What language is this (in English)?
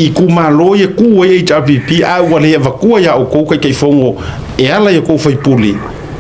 Samoan